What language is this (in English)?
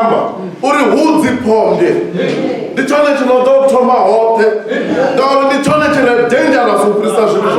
Venda